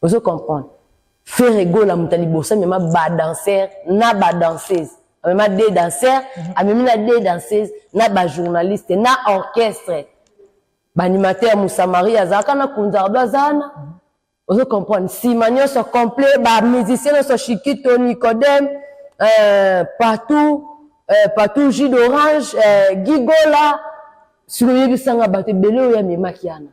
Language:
Lingala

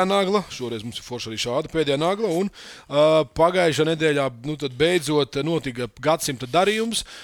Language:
Latvian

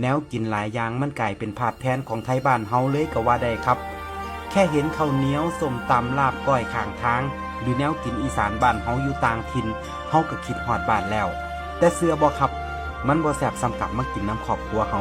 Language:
Northeastern Thai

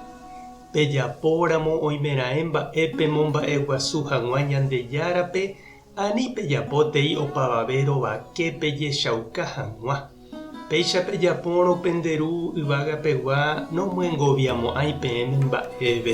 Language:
Guarani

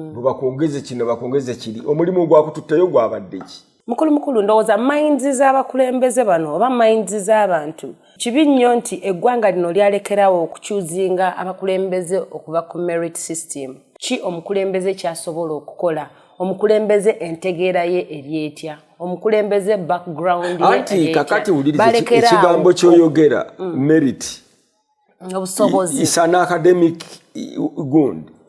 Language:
Ganda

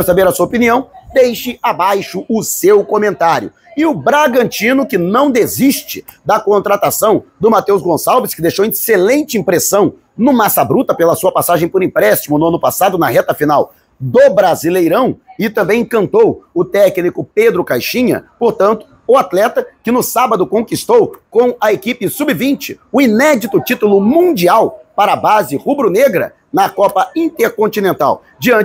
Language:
Portuguese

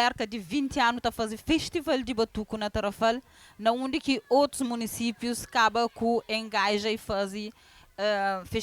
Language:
Kabuverdianu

